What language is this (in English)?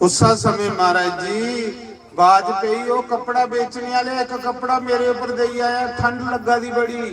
Dogri